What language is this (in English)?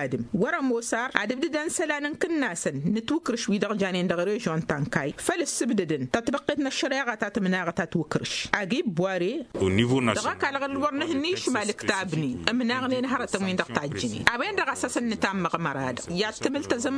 Tamasheq